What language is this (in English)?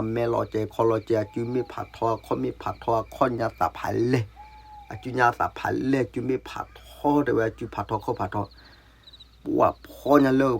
S'gaw Karen